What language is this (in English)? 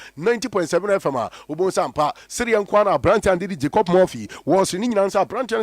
Akan